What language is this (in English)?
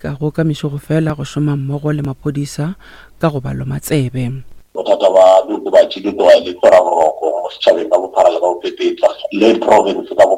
Northern Sotho